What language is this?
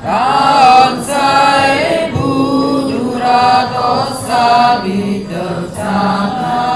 Madurese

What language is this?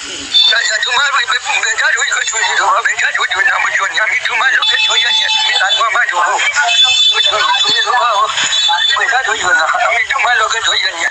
Sylheti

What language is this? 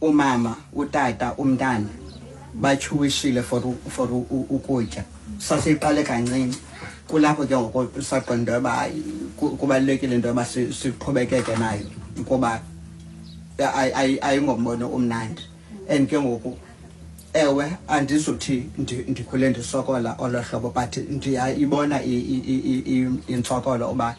Xhosa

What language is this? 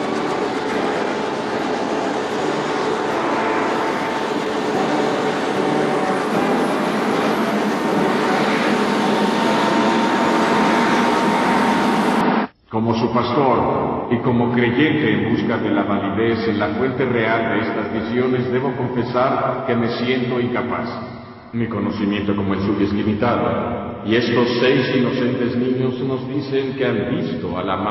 Spanish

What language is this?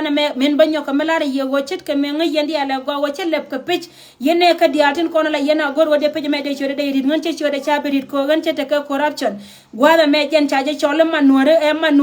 Nuer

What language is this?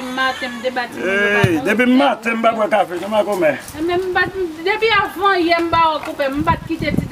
Haitian Creole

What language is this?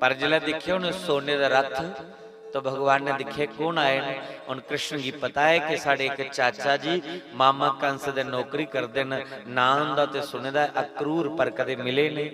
Dogri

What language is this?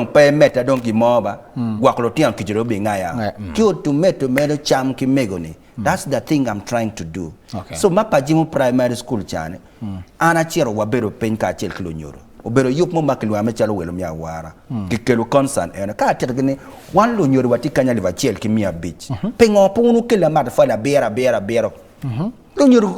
Acoli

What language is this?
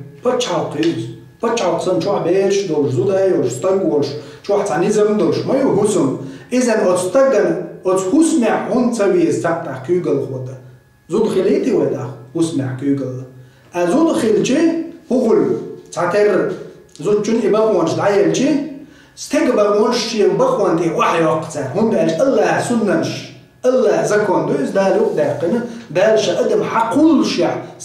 Chechen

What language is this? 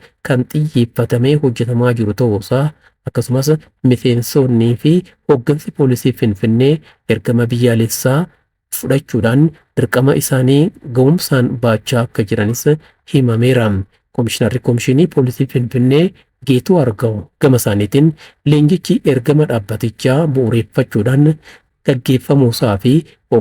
Oromo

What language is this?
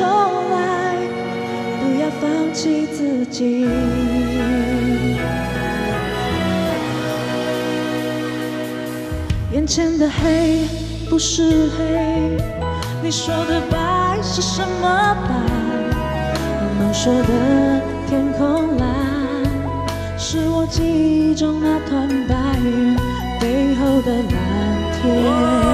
Chinese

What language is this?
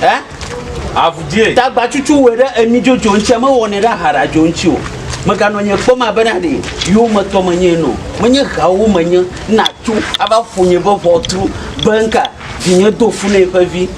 Ewe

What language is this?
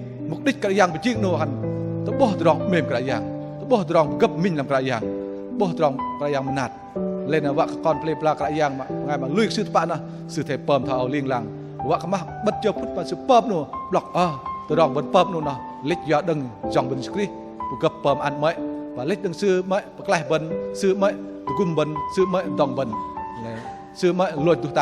Bahnar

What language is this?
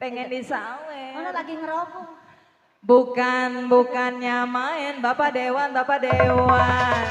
Betawi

